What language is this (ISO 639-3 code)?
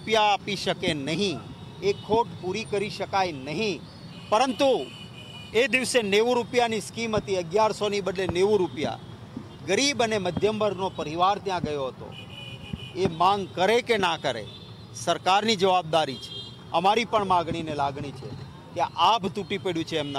guj